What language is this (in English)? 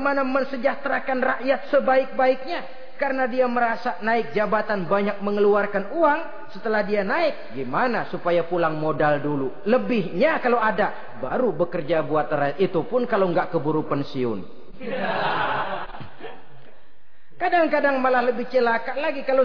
Indonesian